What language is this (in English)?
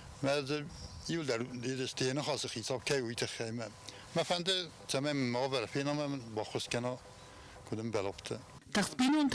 Ossetic